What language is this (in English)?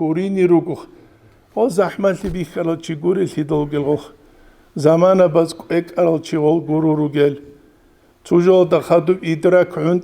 Avaric